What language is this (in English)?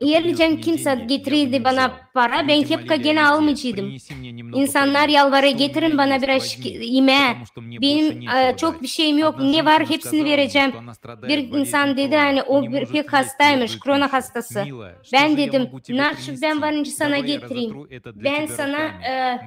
Gagauz